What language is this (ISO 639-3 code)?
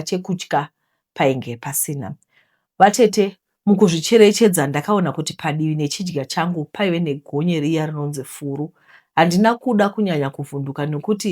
sna